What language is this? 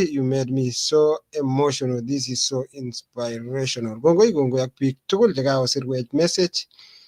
Kalenjin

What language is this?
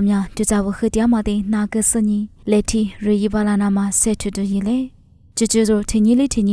Lisu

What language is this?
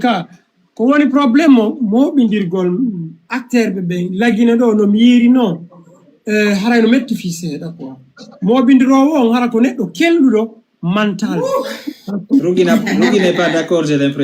Fula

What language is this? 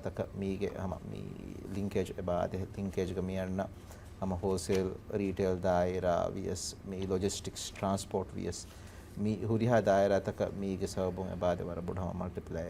Divehi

